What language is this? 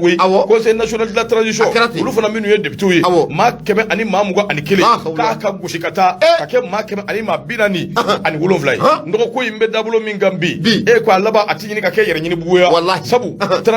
Bambara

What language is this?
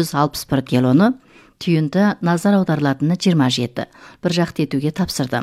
Kazakh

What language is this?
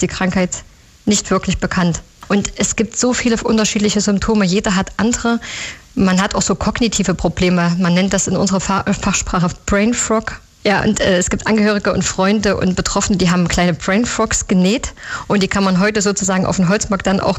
German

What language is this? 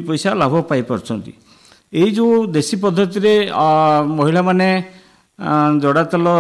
Odia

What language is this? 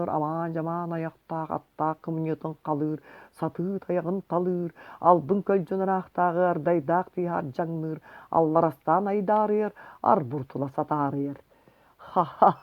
Yakut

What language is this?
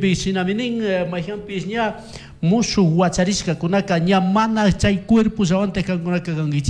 Chimborazo Highland Quichua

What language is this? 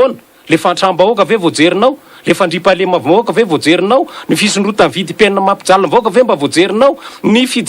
Malagasy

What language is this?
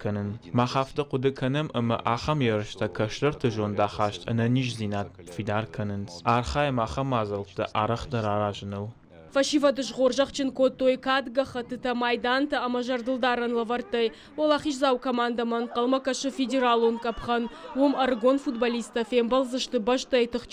Ossetic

